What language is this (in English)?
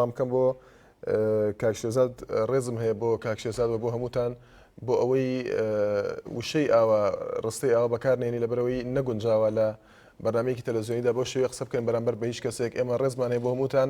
Central Kurdish